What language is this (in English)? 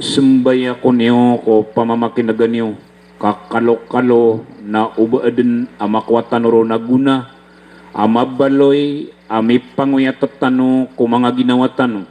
Maranao